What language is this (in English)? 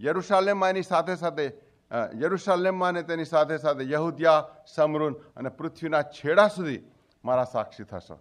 Gujarati